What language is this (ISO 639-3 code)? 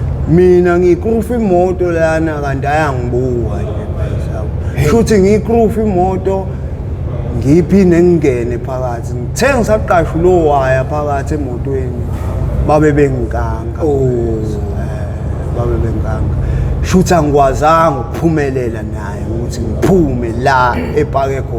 zul